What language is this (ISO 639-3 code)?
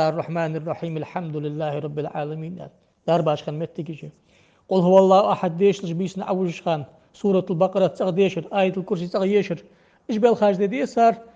inh